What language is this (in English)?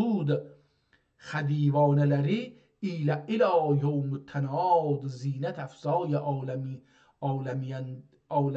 South Azerbaijani